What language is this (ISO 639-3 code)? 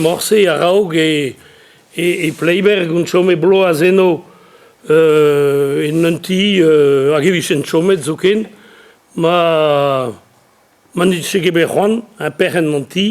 bre